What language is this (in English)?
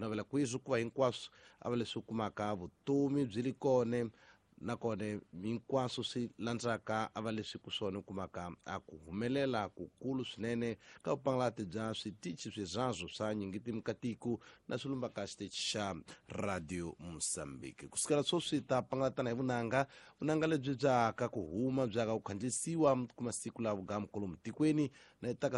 Tsonga